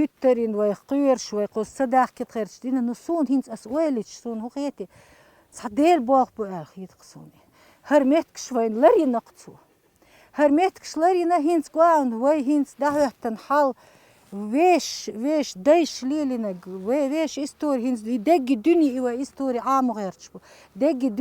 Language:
Chechen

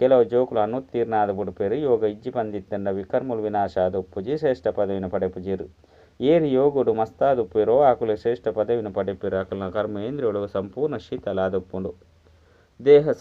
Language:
Tulu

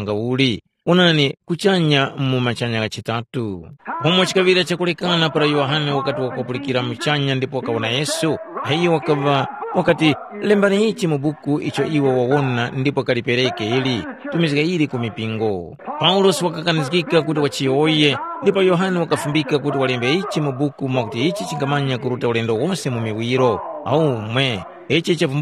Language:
Tumbuka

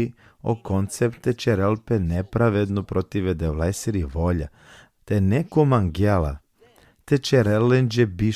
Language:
Balkan Romani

